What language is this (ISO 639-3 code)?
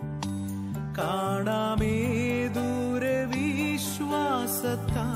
mal